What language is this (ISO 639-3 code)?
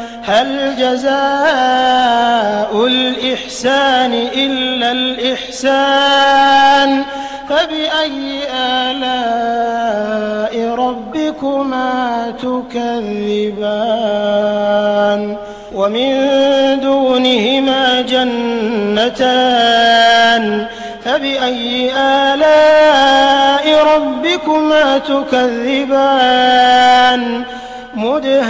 ara